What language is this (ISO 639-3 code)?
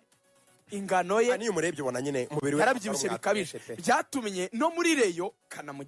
kin